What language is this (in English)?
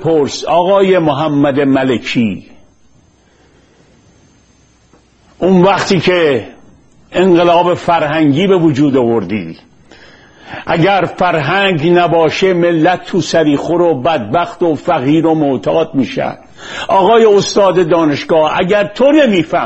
Persian